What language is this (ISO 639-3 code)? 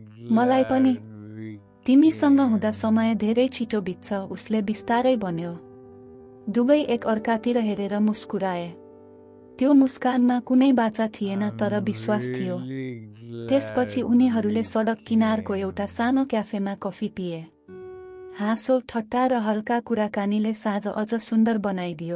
nep